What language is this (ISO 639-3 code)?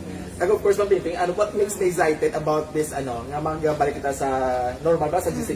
hil